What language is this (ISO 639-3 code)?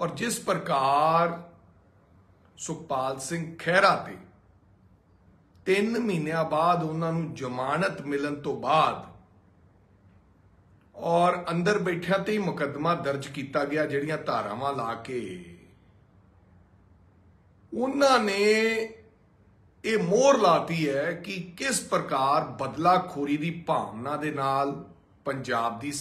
pan